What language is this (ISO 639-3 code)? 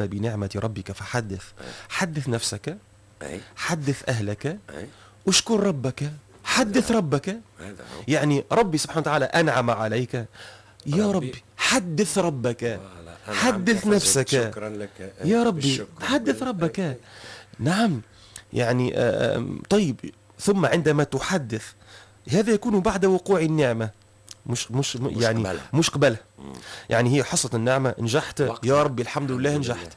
aeb